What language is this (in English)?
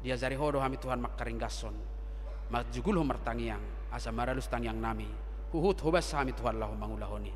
Batak Toba